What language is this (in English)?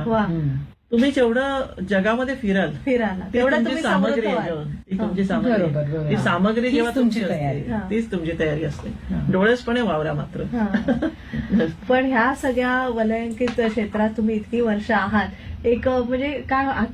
Marathi